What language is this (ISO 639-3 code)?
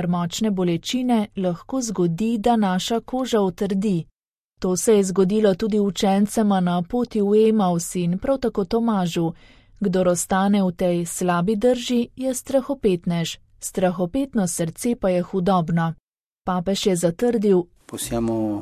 slv